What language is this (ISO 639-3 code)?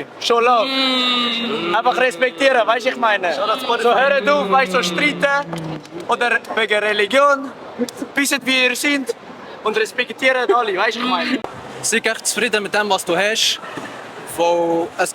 gsw